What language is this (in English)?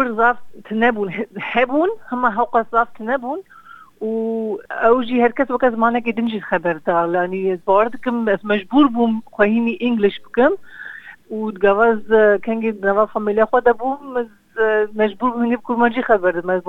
Kurdish